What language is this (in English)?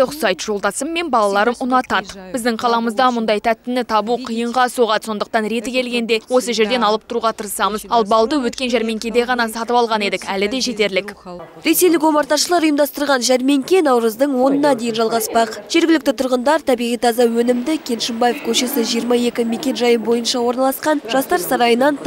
Kazakh